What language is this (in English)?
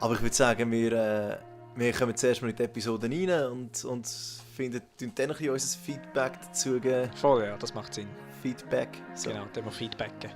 Swiss German